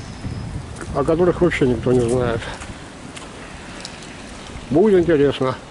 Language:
Russian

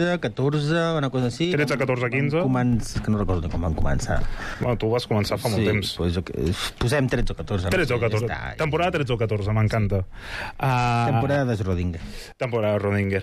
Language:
Catalan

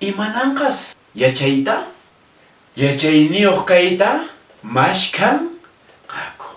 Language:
Quechua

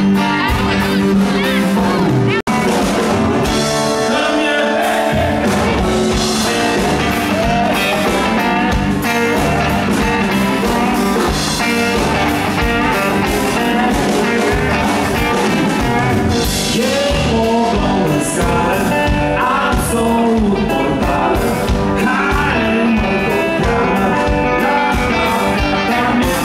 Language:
Romanian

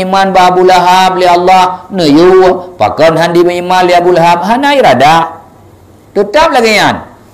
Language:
Achinese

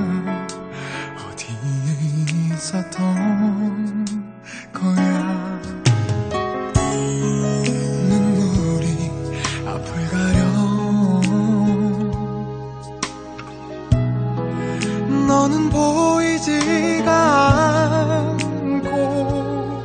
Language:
Korean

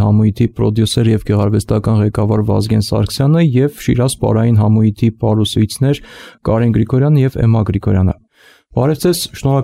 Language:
Armenian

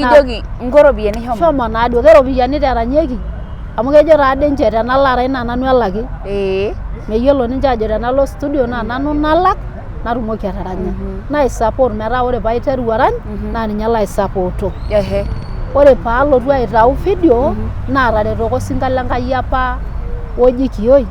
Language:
Masai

